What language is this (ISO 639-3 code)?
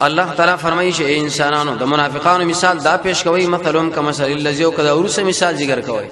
pus